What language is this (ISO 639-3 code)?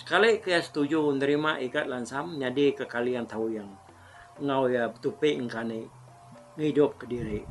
iba